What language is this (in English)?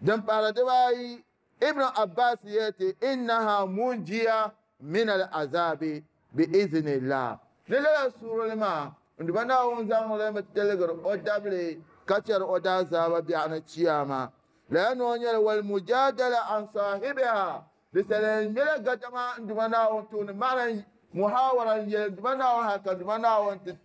Dagbani